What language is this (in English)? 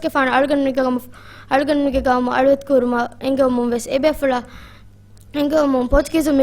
Divehi